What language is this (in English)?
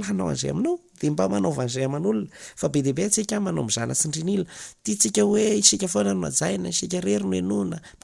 Malagasy